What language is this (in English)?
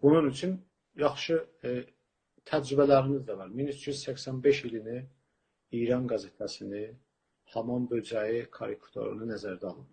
South Azerbaijani